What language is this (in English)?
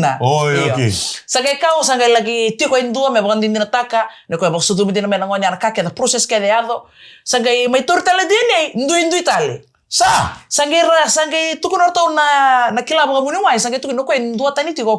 Fijian